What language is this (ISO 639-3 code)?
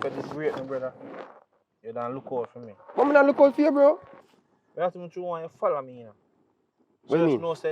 jam